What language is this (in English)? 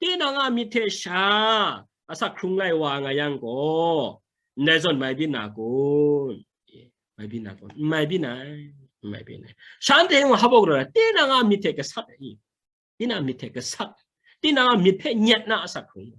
Kachin